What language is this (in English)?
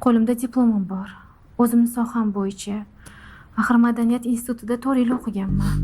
Uzbek